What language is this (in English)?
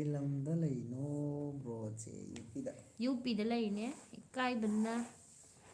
Manipuri